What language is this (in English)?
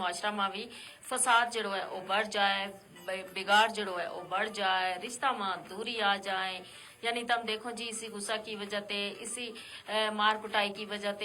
Gujari